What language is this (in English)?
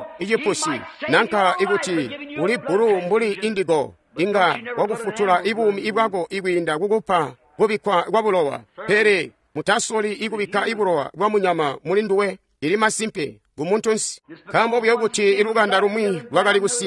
Tonga (Zambia)